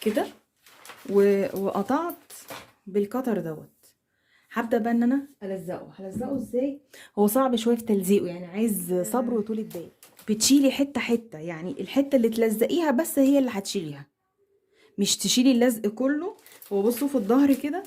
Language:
Egyptian Arabic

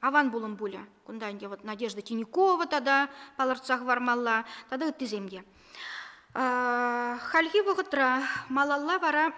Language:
Chuvash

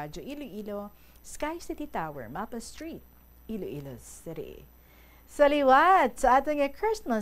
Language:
Hiligaynon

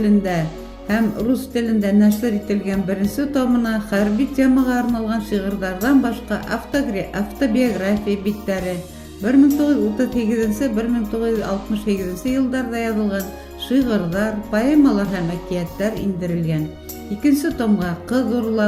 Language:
Bashkir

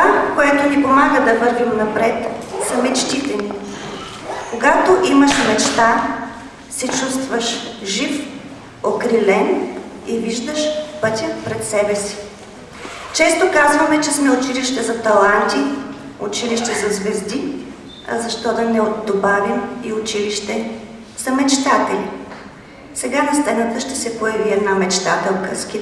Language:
Bulgarian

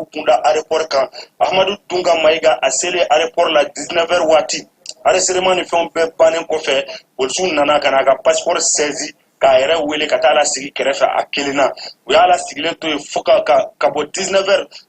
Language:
Bambara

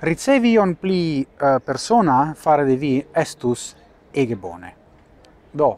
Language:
Esperanto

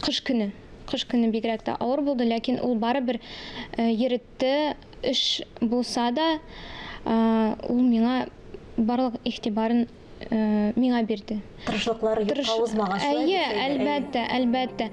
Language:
Tatar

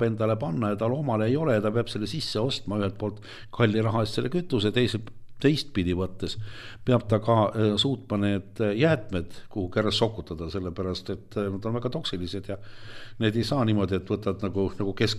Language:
Estonian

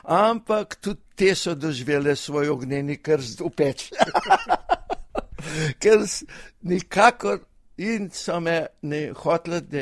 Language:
Slovenian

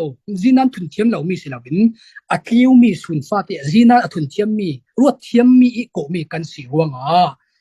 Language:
Falam Chin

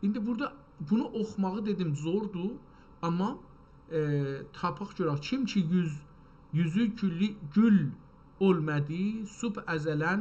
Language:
South Azerbaijani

